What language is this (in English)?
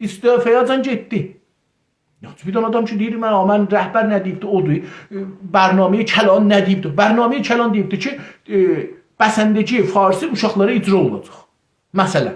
South Azerbaijani